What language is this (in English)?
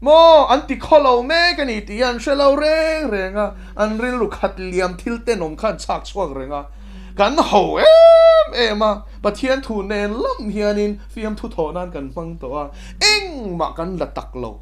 Mizo